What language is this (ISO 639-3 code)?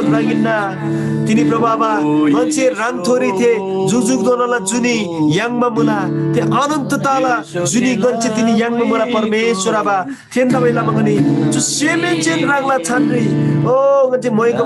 taj